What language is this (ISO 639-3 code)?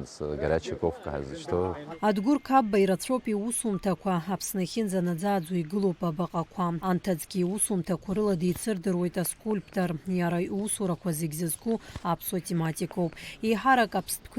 abk